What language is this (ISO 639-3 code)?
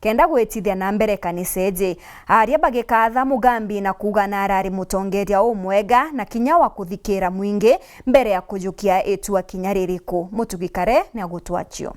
mer